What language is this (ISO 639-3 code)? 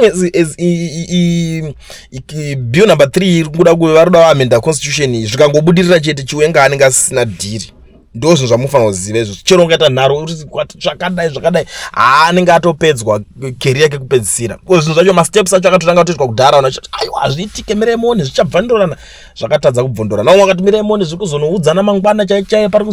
sna